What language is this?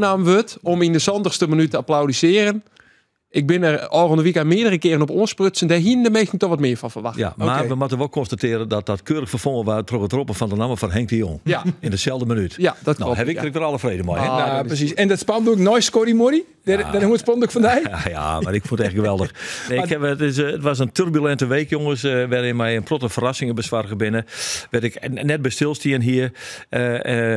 Western Frisian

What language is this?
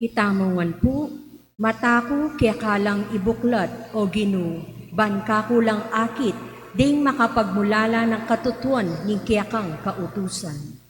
Pampanga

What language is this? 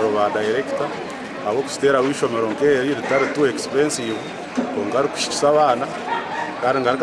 Nyankole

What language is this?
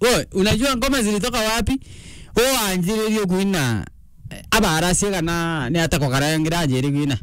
Meru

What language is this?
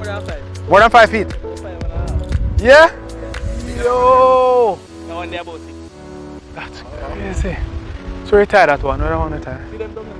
Jamaican Creole English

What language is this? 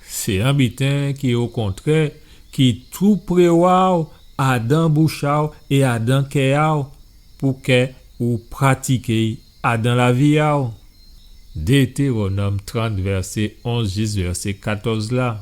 Guadeloupean Creole French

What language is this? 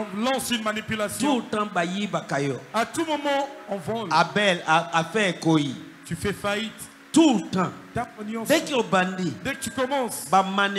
French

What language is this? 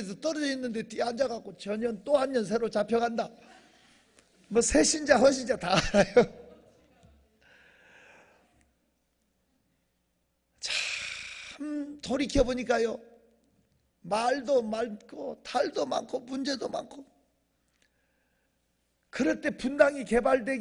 Korean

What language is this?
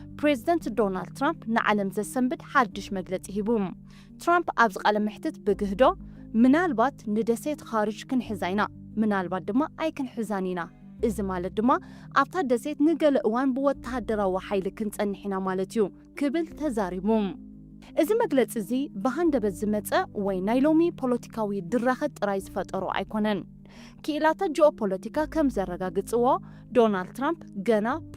Tigrinya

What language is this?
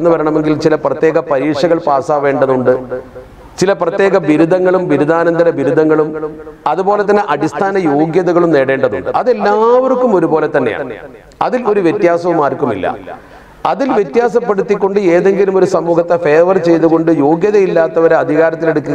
Malayalam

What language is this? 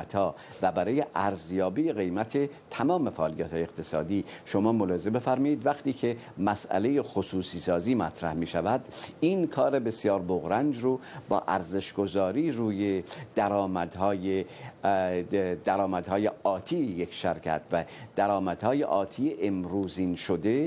Persian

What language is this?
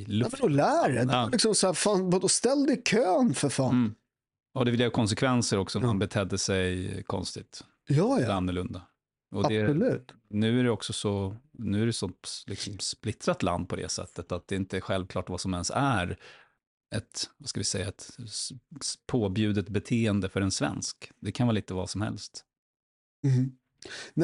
Swedish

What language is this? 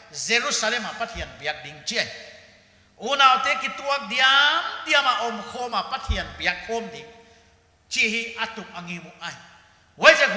Paite Chin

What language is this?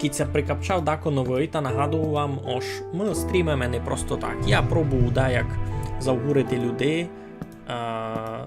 Rusyn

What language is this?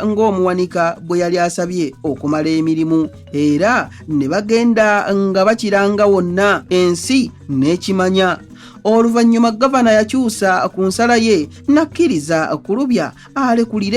Ganda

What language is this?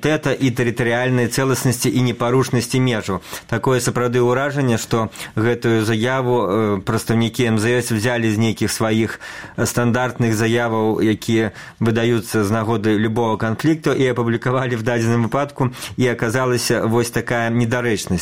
Belarusian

